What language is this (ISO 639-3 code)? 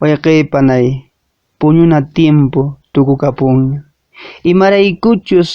que